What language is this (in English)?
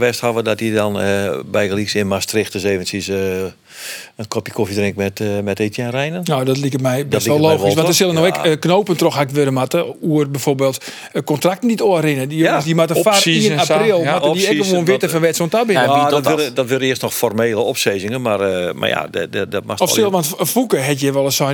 Western Frisian